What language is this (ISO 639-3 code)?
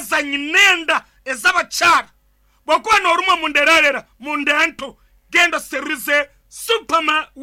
nyn